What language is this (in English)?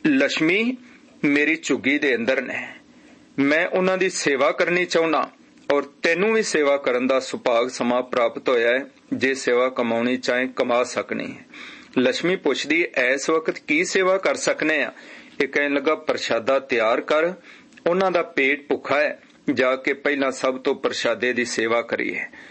Punjabi